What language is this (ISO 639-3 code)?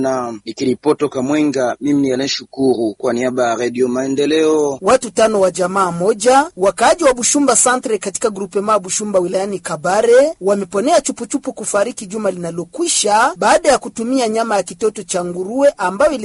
swa